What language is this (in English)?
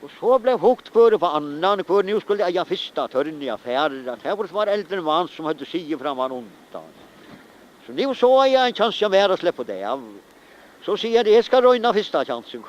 Faroese